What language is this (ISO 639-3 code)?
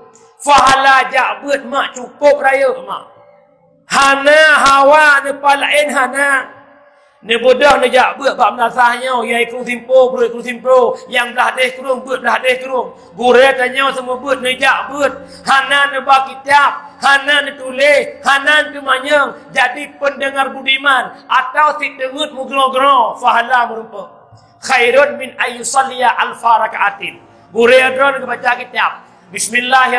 ace